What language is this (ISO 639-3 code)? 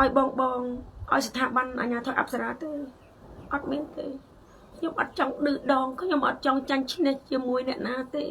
khm